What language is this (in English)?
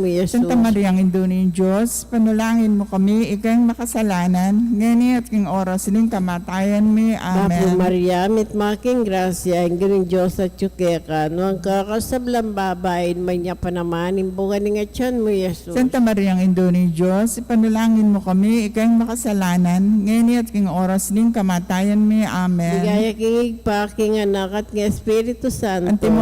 Pampanga